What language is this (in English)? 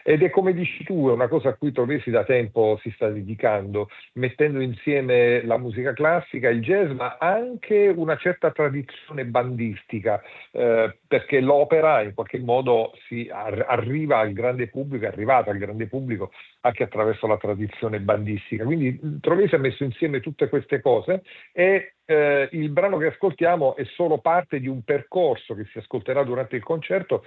Italian